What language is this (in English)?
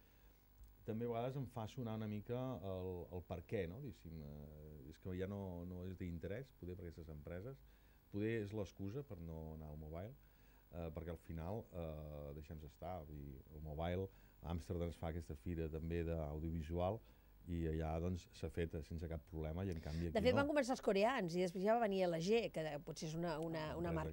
Catalan